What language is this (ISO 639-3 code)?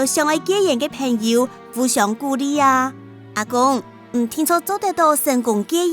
hak